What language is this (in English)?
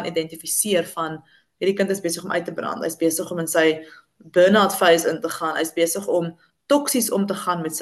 Afrikaans